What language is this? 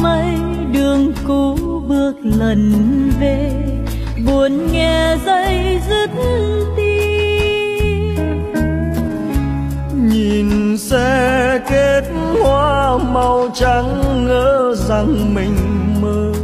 Vietnamese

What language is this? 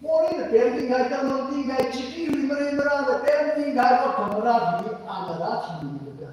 Tangkhul Naga (India)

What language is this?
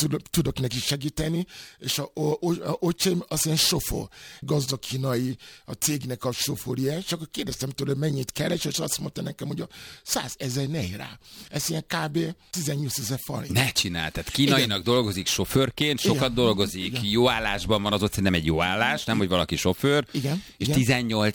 Hungarian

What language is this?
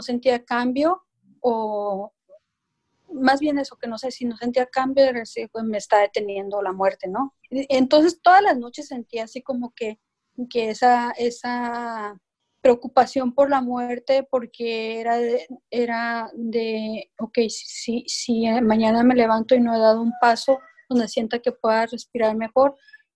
Spanish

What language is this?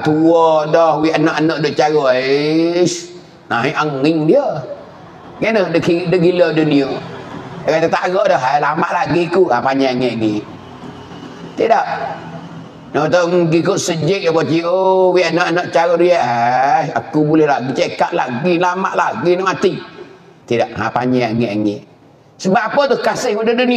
Pattani Malay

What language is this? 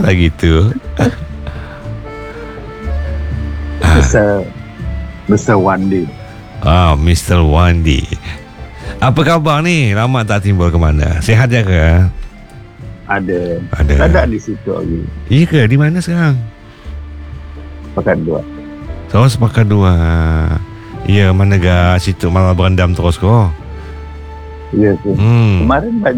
Indonesian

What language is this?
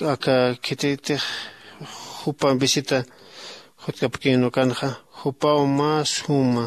Aymara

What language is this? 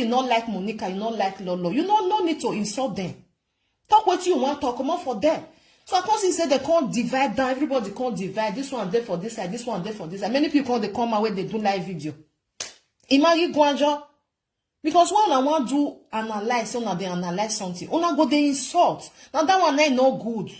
Nigerian Pidgin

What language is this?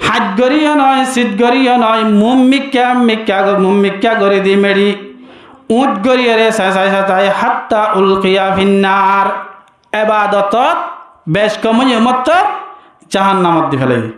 Rohingya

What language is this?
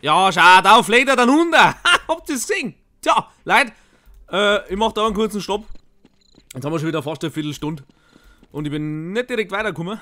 Bavarian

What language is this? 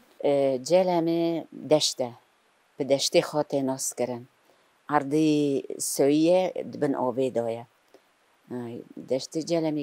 Kurdish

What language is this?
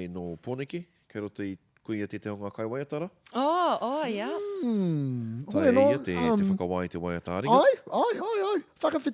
Māori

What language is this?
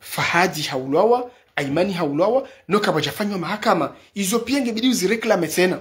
Ngazidja Comorian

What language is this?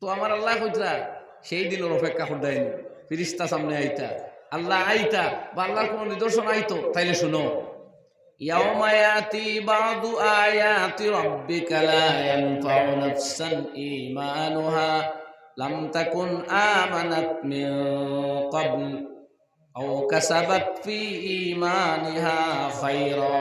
Sylheti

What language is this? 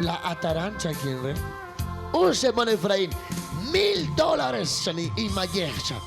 Kekchí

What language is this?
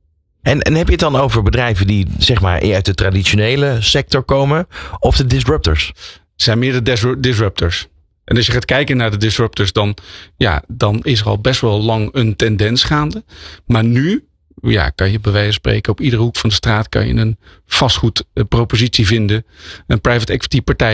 Dutch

